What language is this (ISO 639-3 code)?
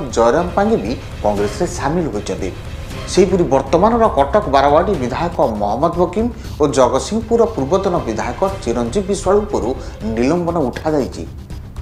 ori